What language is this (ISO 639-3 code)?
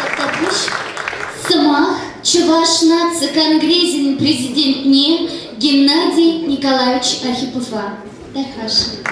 chv